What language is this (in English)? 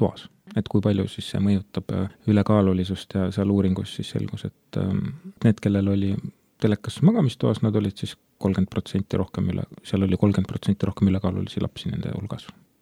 Estonian